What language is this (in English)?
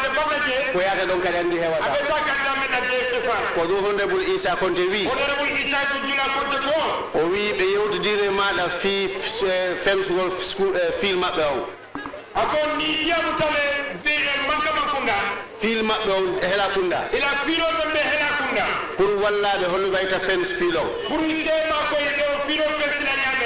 Fula